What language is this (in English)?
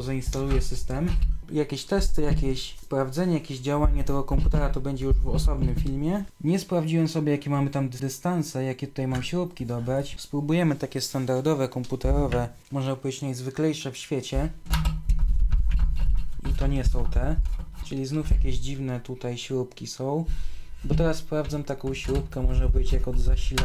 Polish